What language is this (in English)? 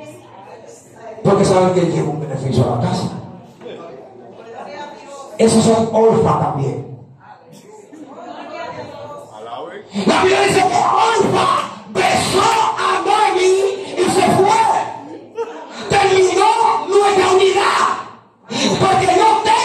Spanish